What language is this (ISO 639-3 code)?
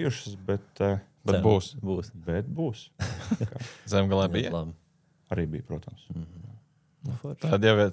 lav